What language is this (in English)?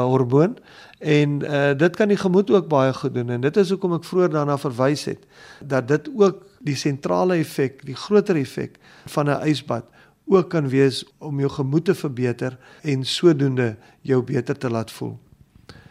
Afrikaans